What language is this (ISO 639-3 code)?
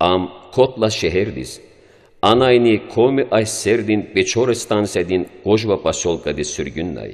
lez